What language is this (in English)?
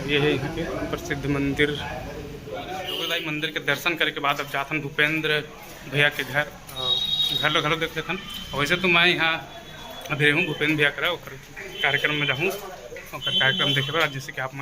Chhattisgarhi